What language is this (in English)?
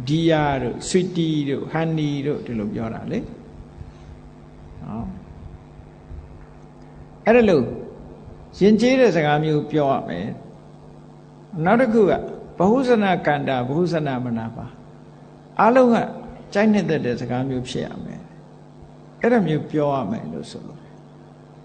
Burmese